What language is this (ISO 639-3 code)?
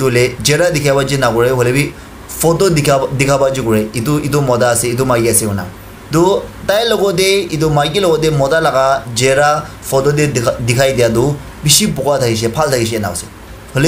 nag